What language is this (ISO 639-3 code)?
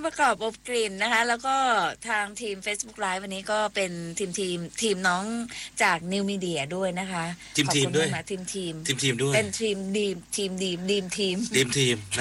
tha